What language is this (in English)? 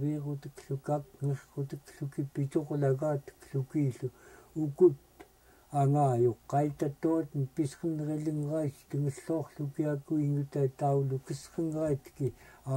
Central Yupik